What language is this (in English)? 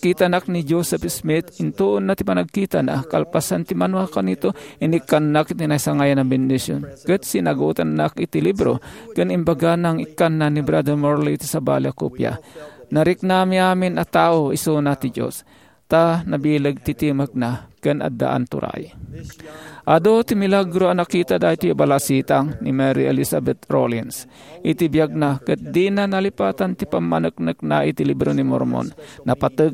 Iloko